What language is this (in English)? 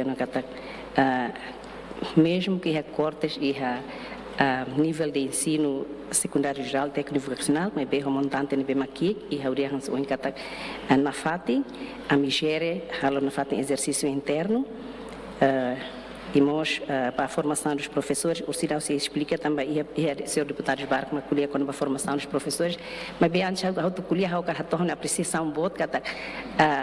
Tetum